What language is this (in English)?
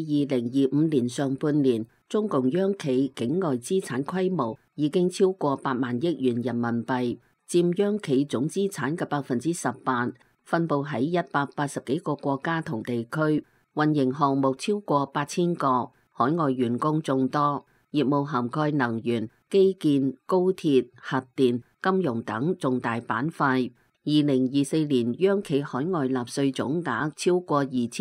Cantonese